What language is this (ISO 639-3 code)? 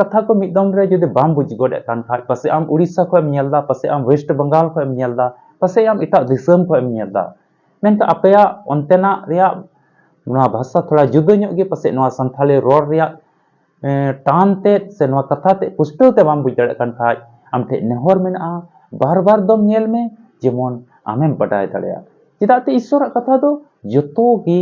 sat